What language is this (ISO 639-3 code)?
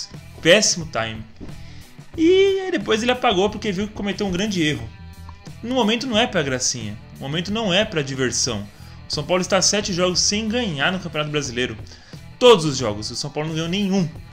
por